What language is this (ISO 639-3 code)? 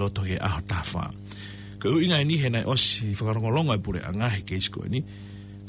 ton